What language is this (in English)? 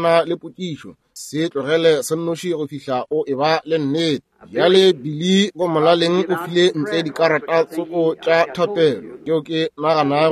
Northern Sotho